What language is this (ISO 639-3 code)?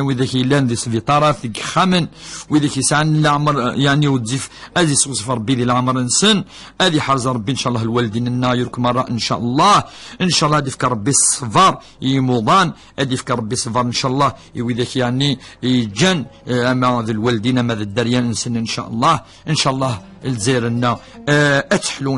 kab